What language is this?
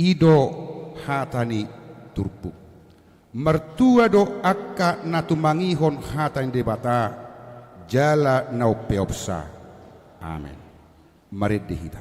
Batak Toba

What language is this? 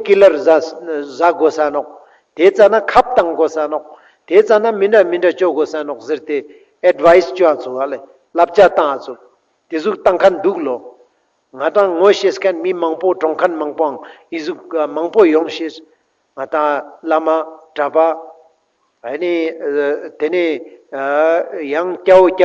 Ladakhi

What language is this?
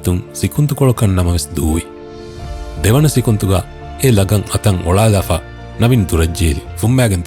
Divehi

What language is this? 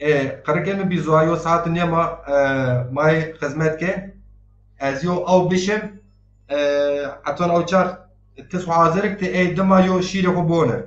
Zaza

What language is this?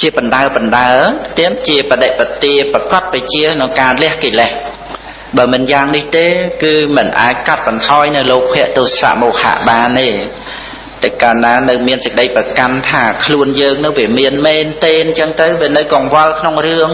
Khmer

